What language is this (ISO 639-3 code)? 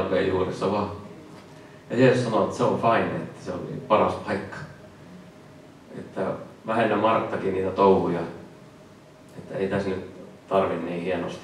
fin